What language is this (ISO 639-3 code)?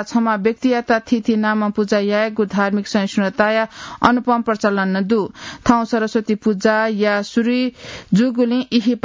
new